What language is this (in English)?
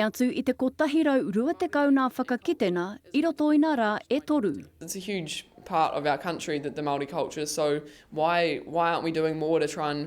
Māori